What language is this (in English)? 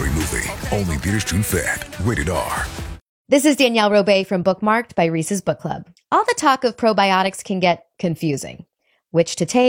English